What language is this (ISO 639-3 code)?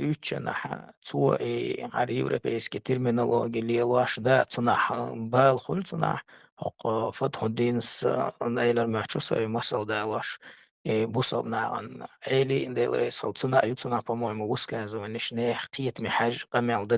che